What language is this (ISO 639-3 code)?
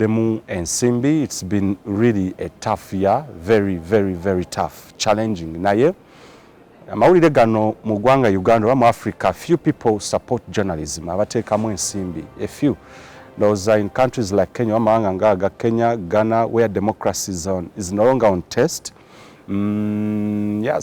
lug